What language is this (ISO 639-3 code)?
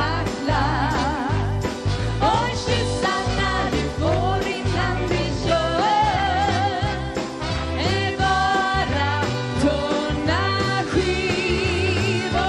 swe